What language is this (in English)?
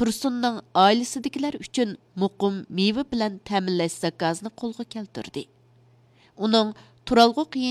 Uyghur